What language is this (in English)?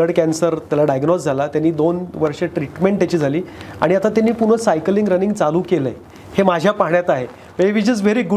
Marathi